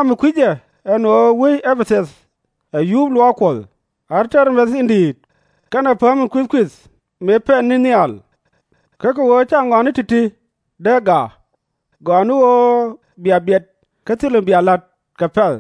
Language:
Nuer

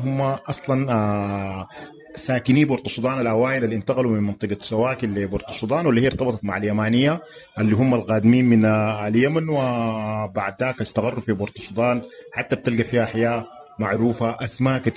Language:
Sudanese Arabic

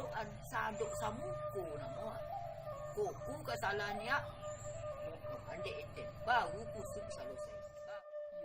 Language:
Minangkabau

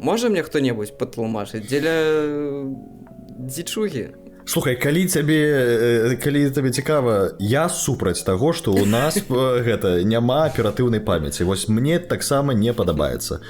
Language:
Belarusian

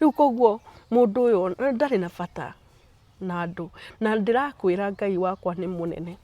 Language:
Kikuyu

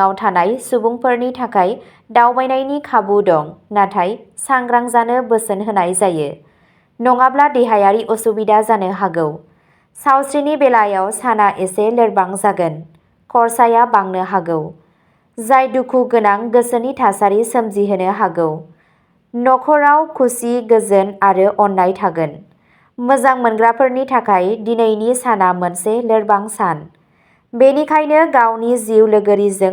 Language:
Bodo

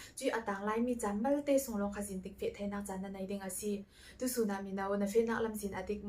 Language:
Falam Chin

